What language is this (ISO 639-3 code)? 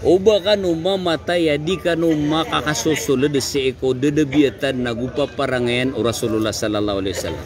mrw